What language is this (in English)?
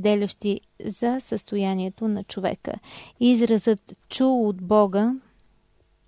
Bulgarian